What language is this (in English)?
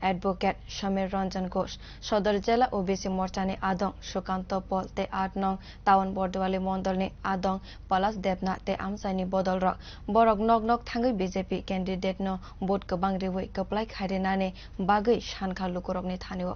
Kok Borok